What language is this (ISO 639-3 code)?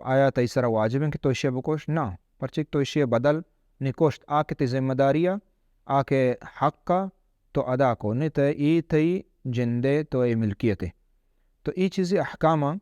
bal